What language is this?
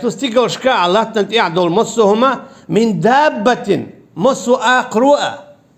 Chechen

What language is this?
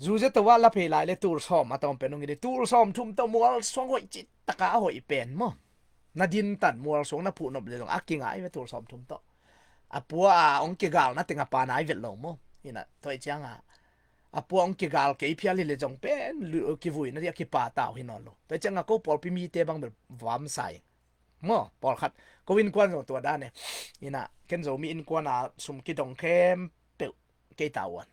Tedim Chin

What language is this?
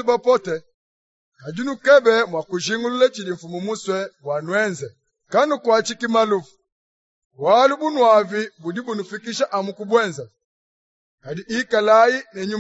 Luba-Lulua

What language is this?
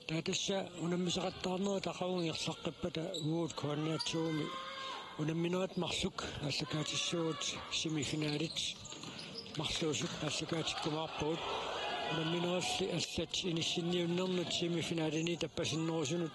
Kalaallisut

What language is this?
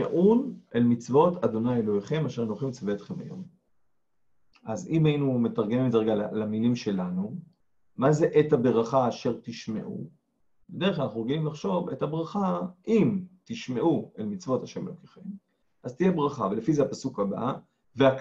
Hebrew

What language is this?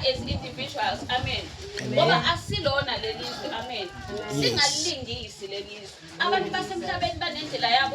Zulu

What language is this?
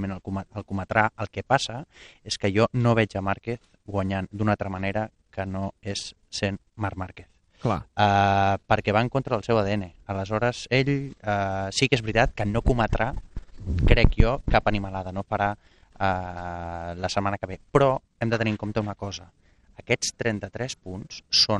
Catalan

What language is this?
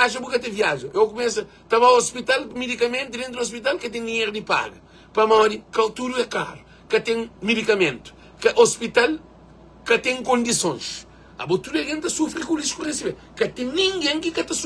Kabuverdianu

